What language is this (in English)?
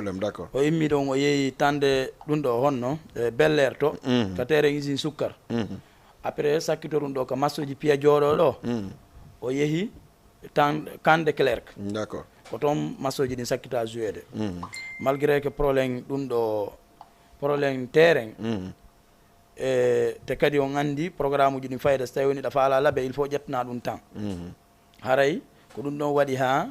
Fula